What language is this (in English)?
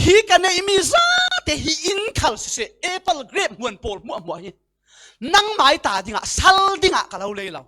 Falam Chin